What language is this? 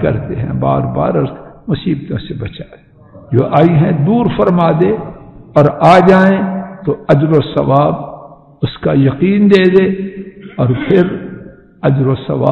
Urdu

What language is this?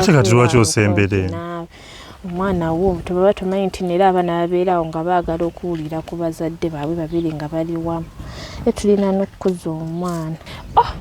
Ganda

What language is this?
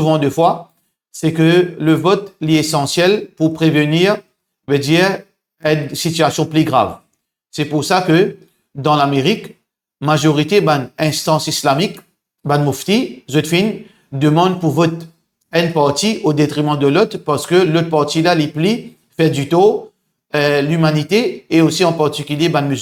Morisyen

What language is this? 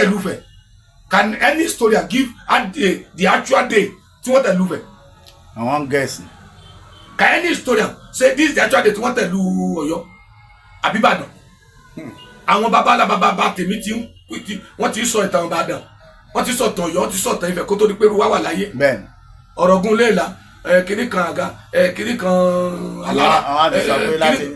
Yoruba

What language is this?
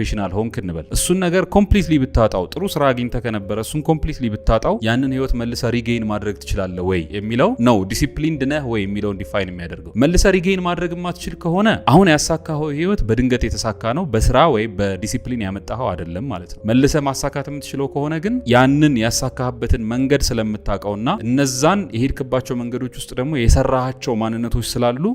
Amharic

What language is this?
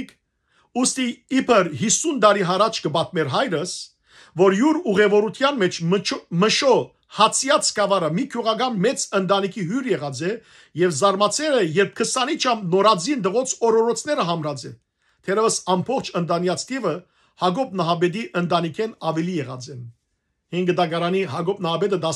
Western Armenian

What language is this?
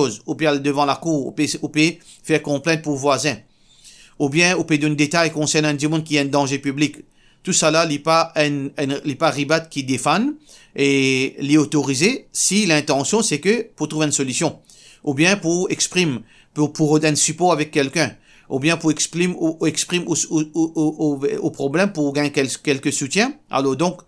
Morisyen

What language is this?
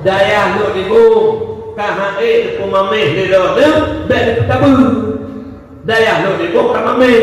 Achinese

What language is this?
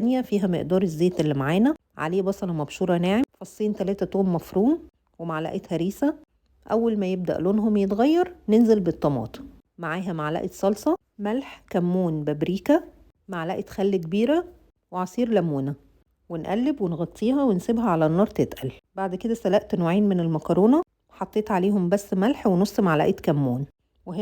Egyptian Arabic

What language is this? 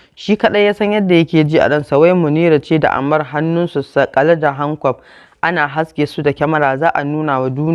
Hausa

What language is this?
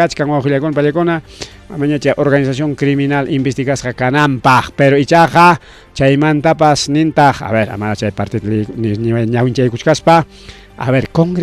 Ayacucho Quechua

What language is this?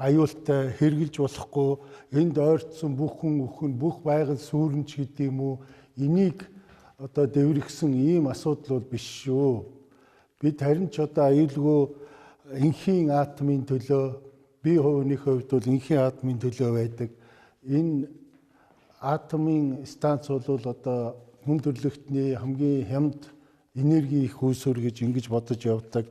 Mongolian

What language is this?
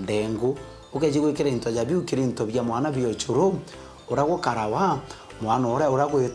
Meru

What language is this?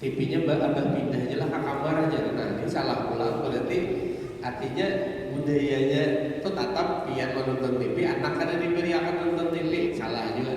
Banjar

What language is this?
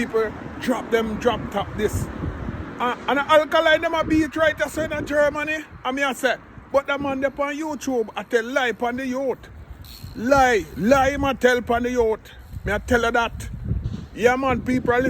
Jamaican Creole English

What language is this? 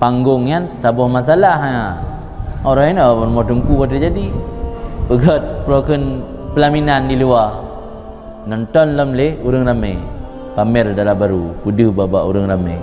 Achinese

